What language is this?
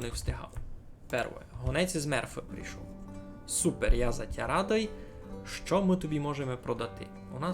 Rusyn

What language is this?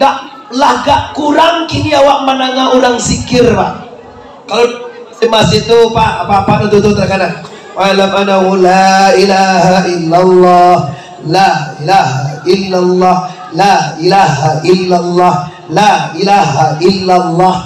Minangkabau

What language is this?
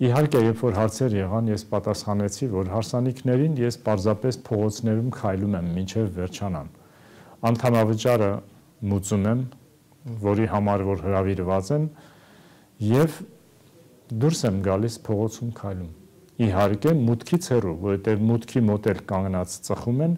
Armenian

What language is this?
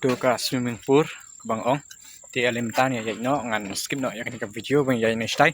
Khasi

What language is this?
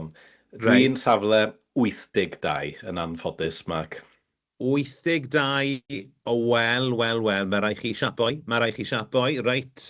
Welsh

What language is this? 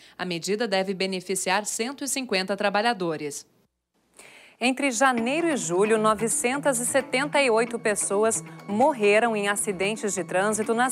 Portuguese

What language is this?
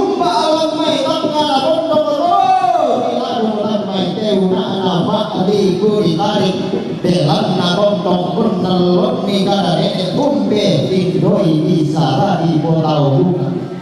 Toraja-Sa'dan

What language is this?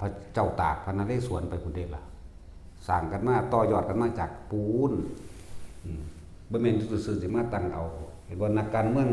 Northeastern Thai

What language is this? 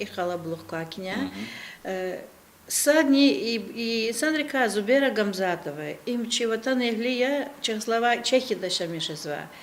Lezghian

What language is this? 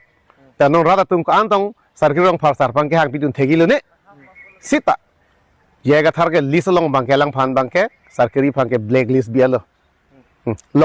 Karbi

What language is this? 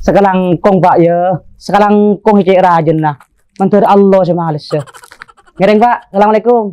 Madurese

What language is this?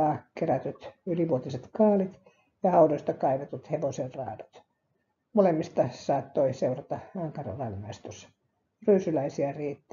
Finnish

